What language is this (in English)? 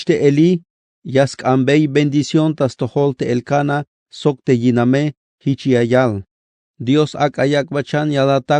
Tzeltal